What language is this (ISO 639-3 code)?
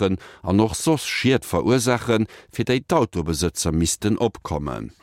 ltz